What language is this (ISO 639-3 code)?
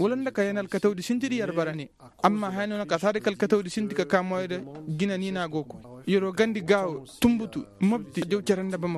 ses